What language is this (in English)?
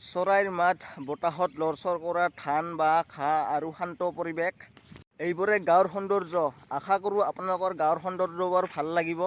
Assamese